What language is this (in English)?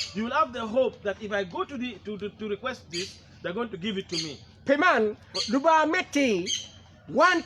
Acoli